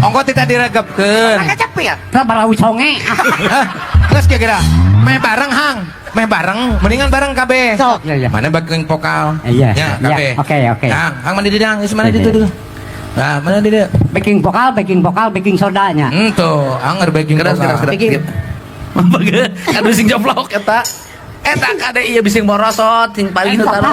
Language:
Sundanese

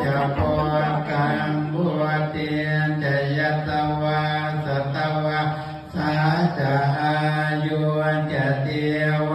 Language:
Pali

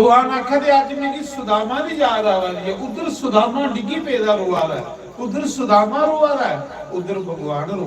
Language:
Dogri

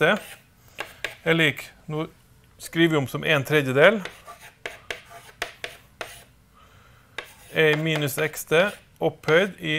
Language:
Norwegian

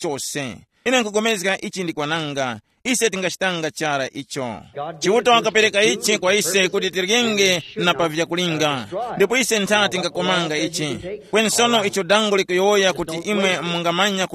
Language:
Tumbuka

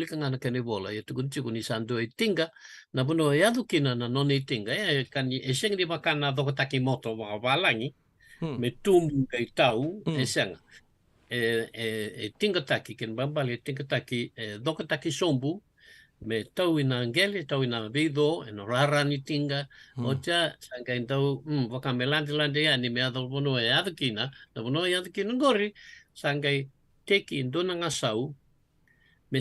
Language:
Fijian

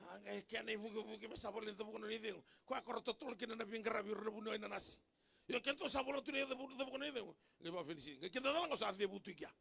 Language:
Fijian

